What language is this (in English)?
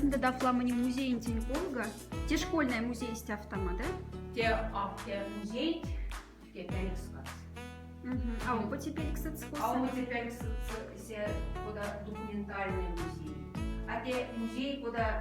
Moksha